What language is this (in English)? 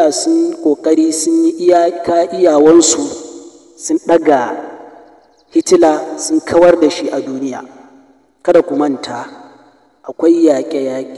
Hausa